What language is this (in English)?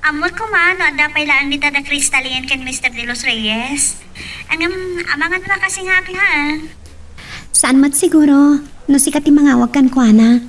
Iloko